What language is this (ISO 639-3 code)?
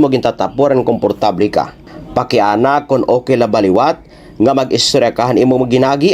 war